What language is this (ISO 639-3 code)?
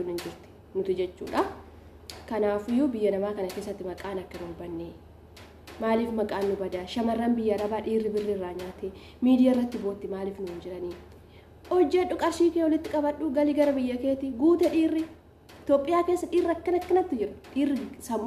orm